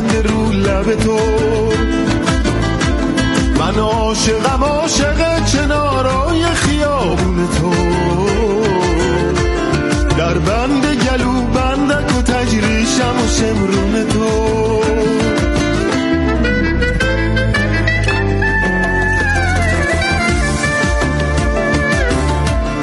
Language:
Persian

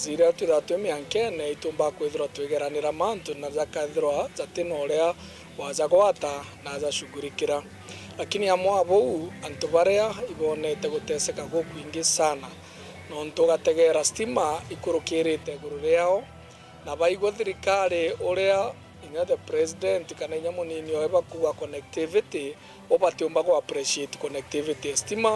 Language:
Meru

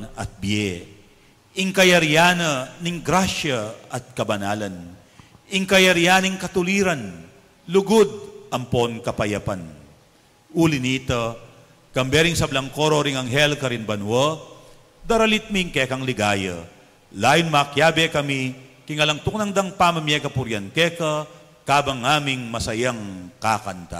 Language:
Pampanga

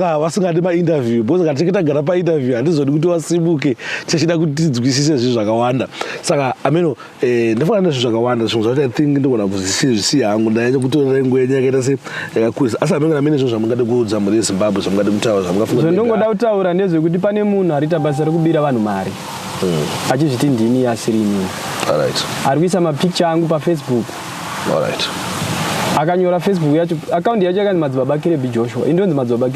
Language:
Shona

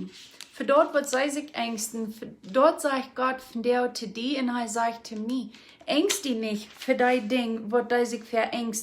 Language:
Plautdietsch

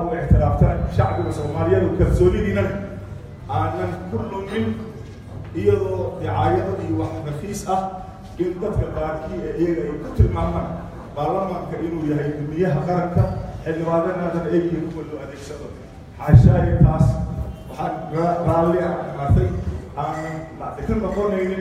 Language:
Somali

